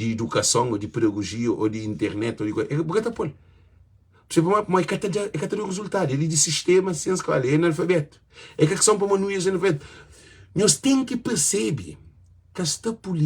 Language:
Kabuverdianu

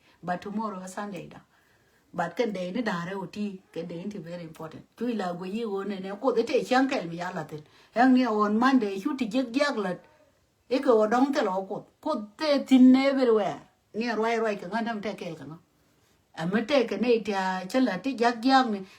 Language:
Nuer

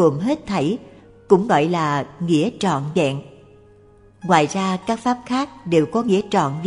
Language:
Vietnamese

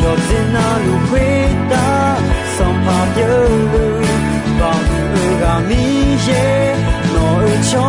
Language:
Akha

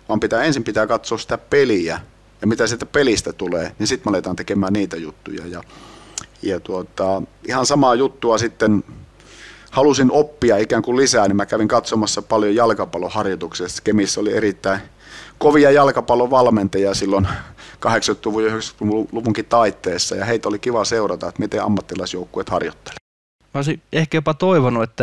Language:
Finnish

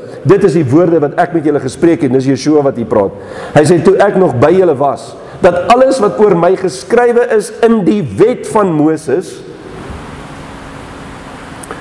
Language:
Afrikaans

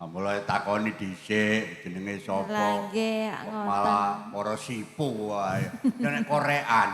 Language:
Javanese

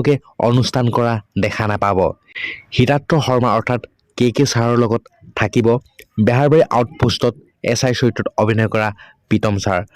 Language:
Assamese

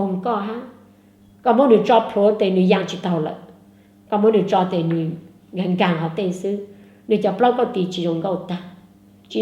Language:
Hmong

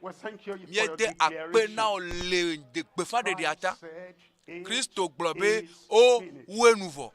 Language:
Ewe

